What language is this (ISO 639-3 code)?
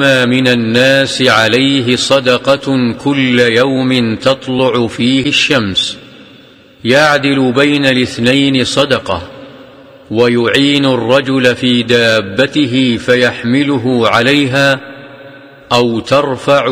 ara